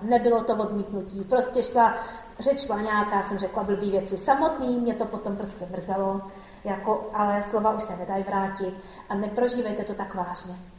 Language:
Czech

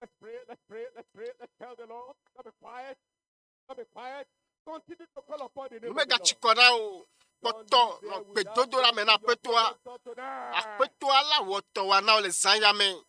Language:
Ewe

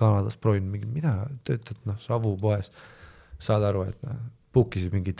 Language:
Estonian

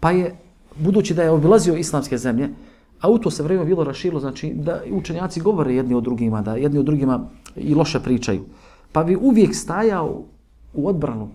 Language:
Bosnian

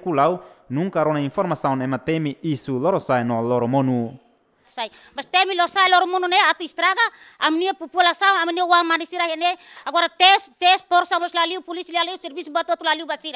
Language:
Tetum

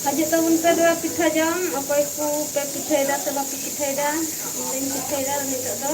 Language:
Santali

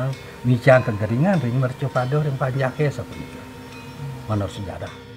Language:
Balinese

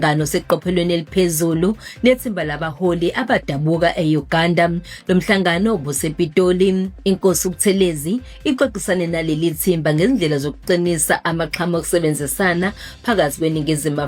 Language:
Zulu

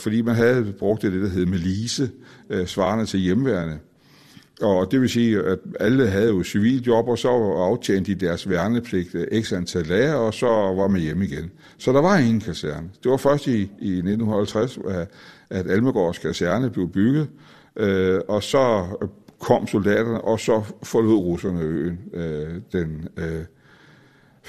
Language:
Danish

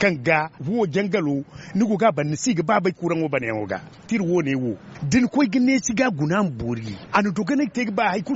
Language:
Zarma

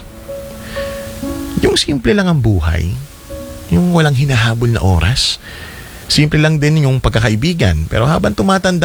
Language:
Filipino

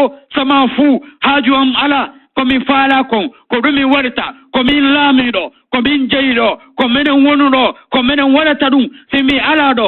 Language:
Fula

